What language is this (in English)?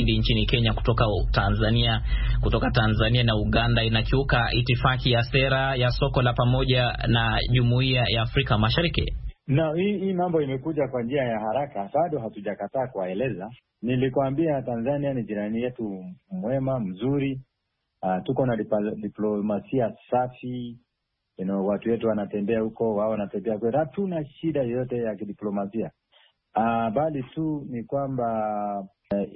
Swahili